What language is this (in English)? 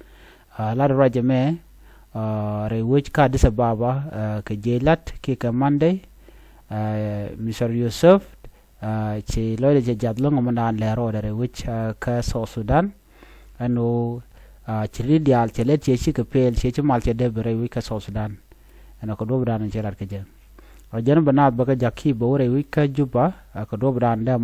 Nuer